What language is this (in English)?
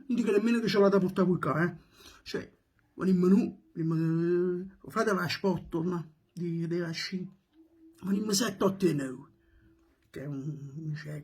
Neapolitan